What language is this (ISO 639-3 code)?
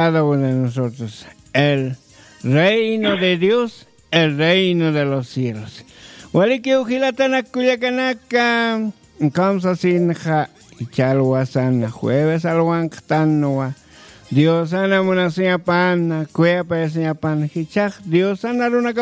aym